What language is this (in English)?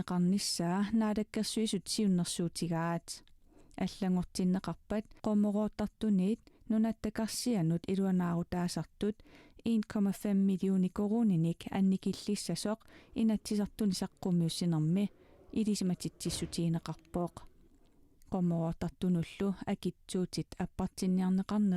Kalaallisut